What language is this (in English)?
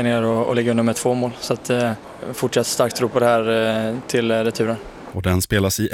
Swedish